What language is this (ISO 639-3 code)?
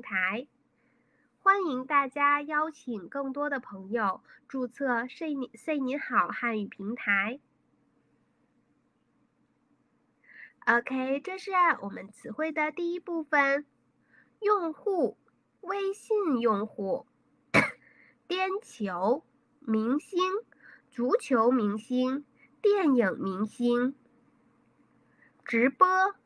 zho